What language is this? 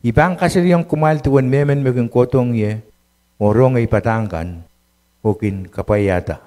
Pohnpeian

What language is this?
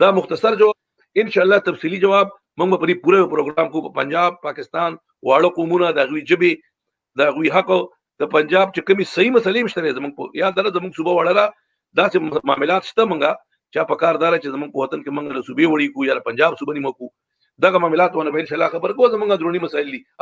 Pashto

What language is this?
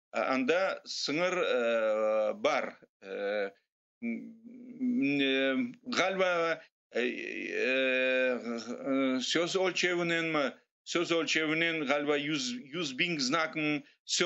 Crimean Tatar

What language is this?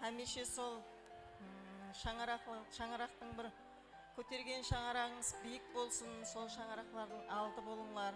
Kara-Kalpak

